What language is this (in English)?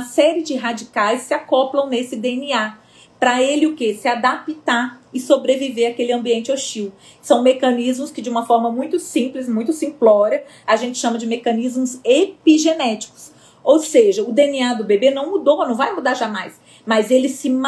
Portuguese